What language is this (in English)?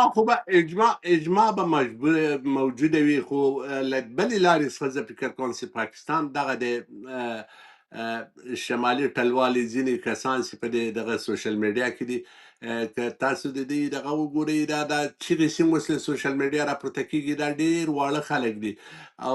Pashto